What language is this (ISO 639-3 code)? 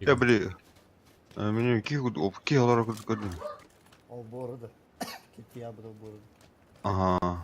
sah